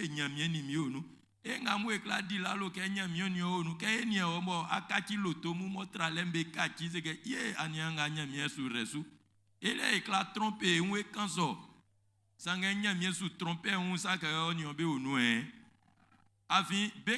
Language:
Baoulé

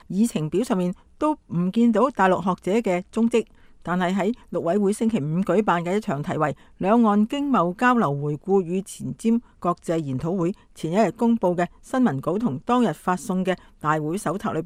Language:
Cantonese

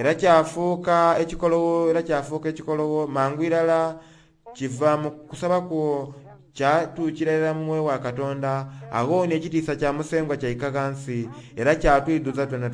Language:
Soga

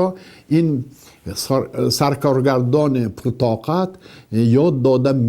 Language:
Tajik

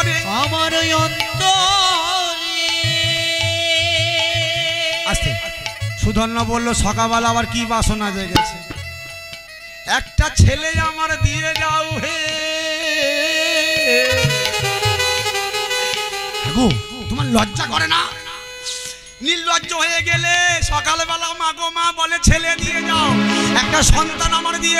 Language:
Bangla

